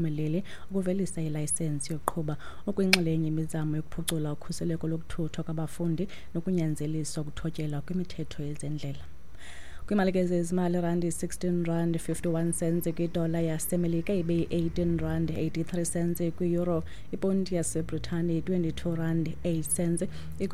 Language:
Xhosa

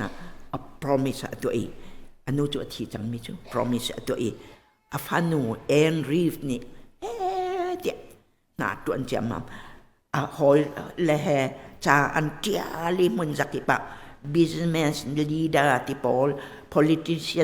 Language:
Hakha Chin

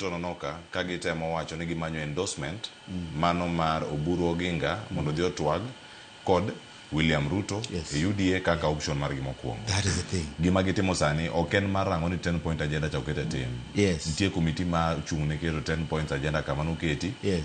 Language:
Luo (Kenya and Tanzania)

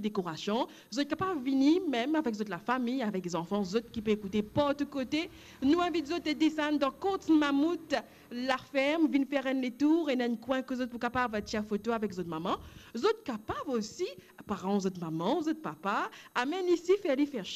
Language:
Morisyen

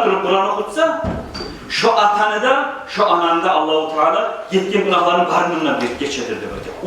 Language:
Kumyk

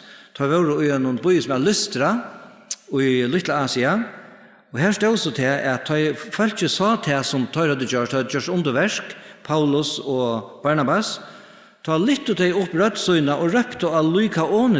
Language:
Faroese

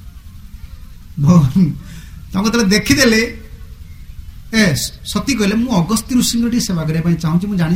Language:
Odia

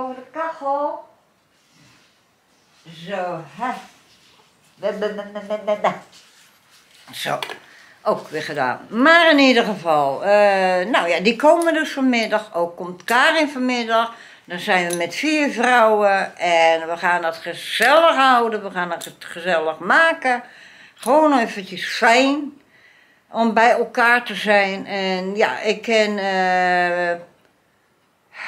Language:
Dutch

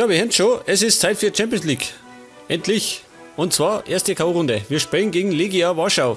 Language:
Bavarian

